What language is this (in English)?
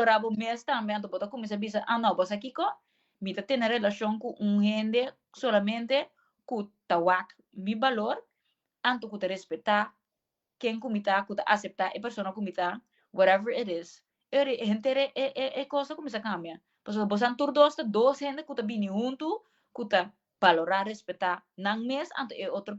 Papiamento